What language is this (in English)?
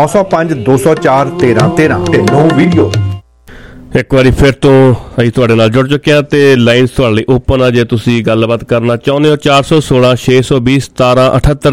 Punjabi